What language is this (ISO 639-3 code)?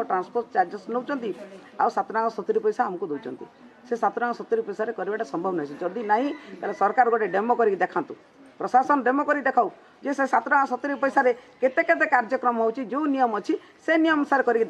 ori